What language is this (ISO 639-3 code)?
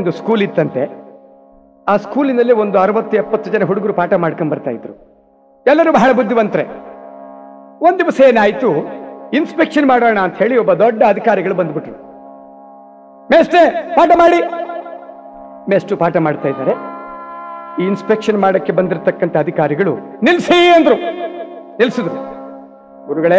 kan